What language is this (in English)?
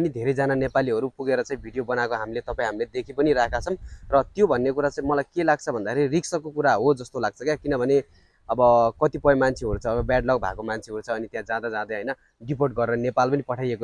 Nepali